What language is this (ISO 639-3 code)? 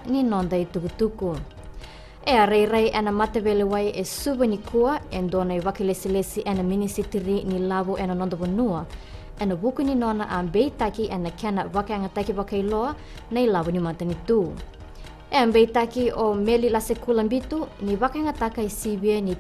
fij